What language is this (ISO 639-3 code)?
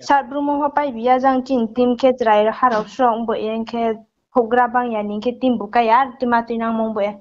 ria